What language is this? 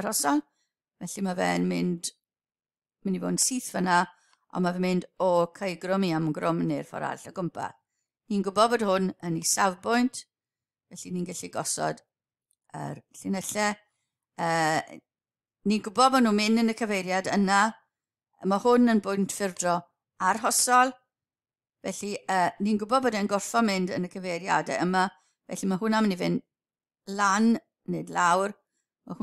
Welsh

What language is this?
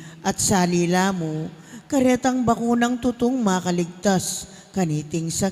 Pampanga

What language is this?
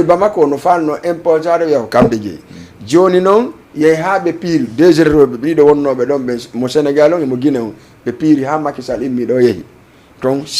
Fula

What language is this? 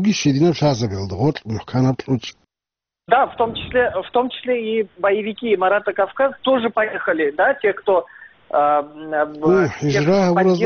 Avaric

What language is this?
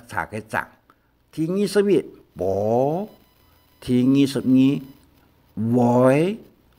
Hakka Chinese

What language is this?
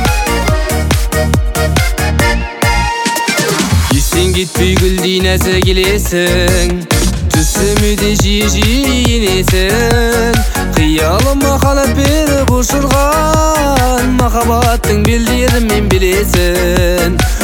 Kazakh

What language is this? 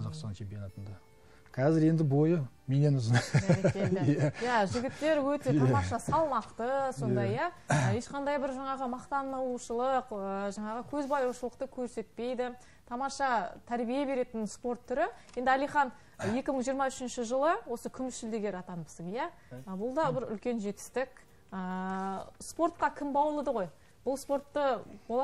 Kazakh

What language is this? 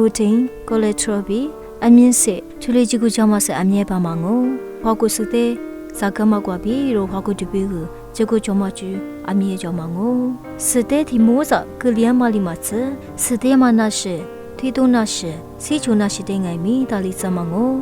Lisu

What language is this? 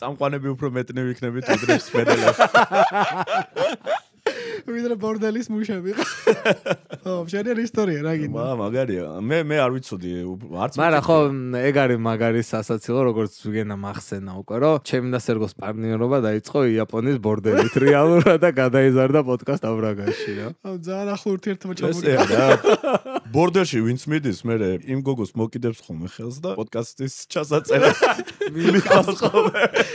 Georgian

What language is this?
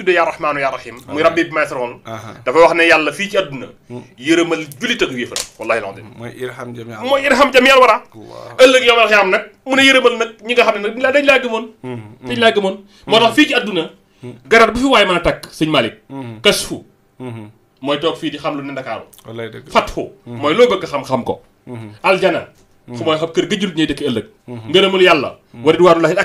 Wolof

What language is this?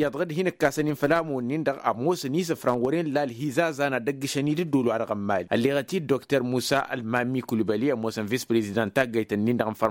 Tamasheq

